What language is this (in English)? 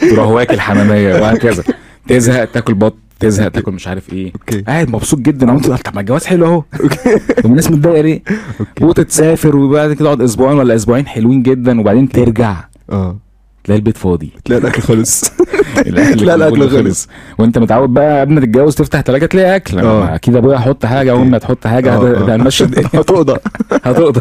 Egyptian Arabic